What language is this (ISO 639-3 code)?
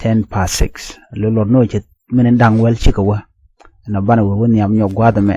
nus